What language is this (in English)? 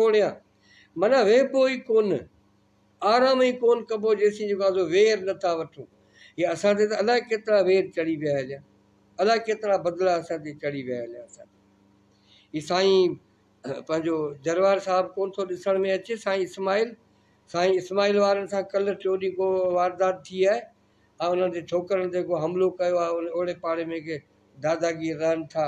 Sindhi